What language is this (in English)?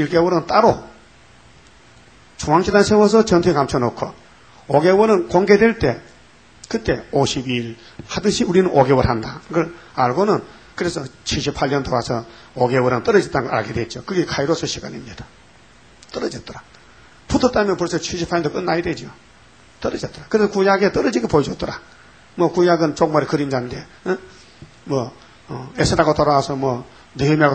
Korean